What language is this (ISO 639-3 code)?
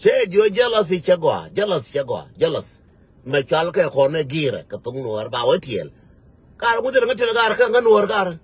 nus